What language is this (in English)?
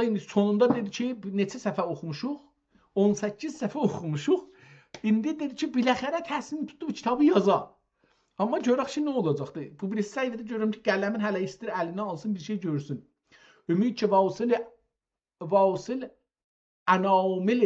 South Azerbaijani